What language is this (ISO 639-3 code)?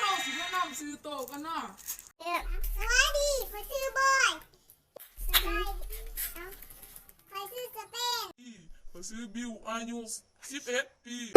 lao